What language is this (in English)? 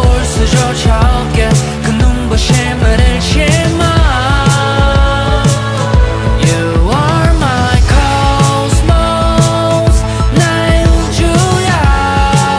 Korean